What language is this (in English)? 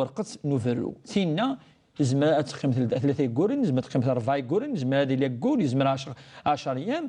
Kabyle